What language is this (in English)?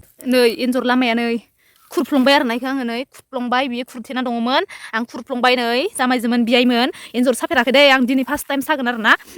Bodo